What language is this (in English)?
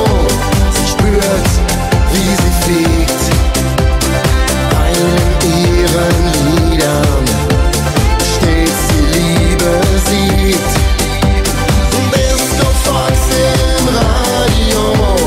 German